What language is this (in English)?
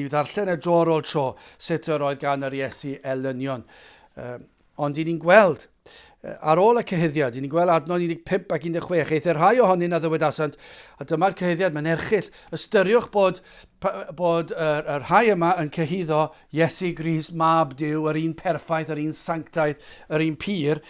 Welsh